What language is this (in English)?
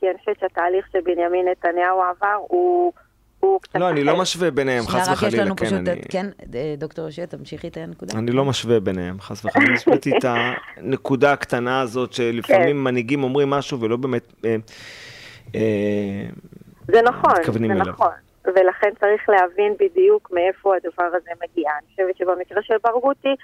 Hebrew